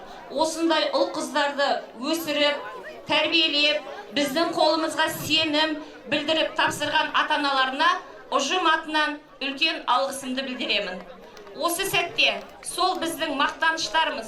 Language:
Kazakh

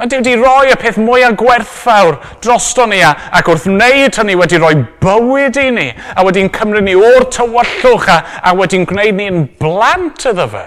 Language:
Welsh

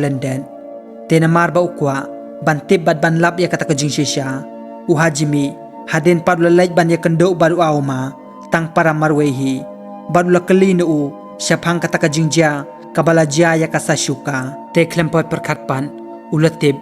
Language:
Khasi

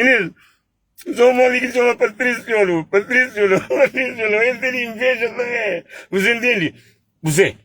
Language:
Kabuverdianu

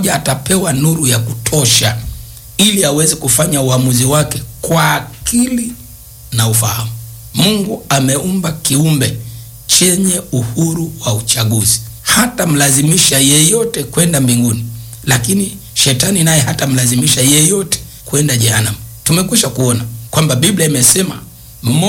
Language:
Swahili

